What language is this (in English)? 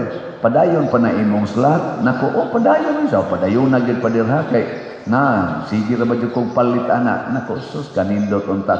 Cebuano